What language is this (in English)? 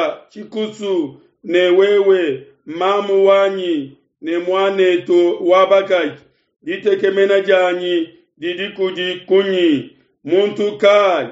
Luba-Lulua